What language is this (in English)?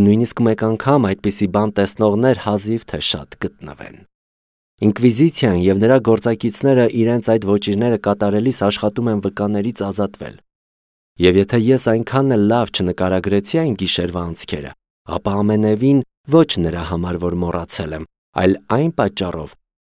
Armenian